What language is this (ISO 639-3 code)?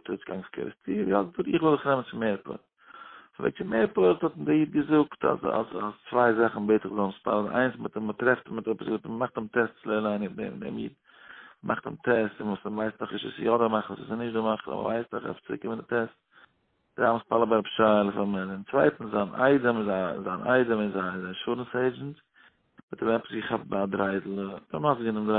yid